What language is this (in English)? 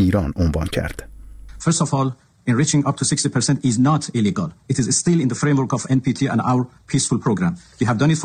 Persian